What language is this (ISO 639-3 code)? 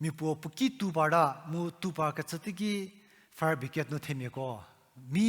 njm